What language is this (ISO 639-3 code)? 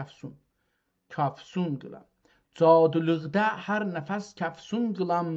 azb